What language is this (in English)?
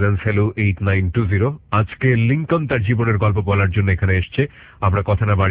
Bangla